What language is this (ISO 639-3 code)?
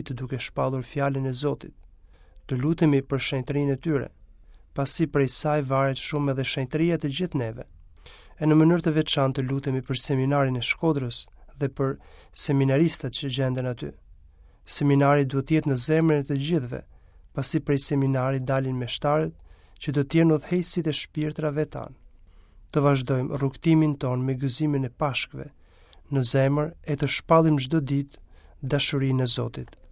sqi